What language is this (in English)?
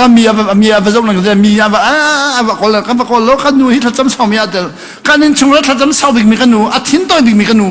Hakha Chin